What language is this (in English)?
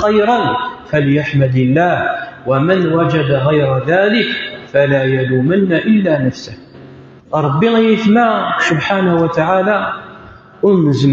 Kabyle